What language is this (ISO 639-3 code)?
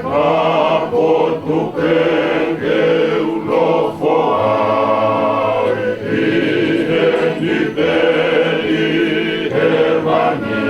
ton